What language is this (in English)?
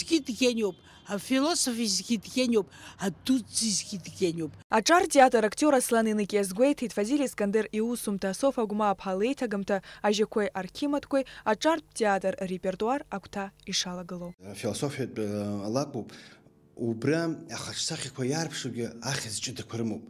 Abkhazian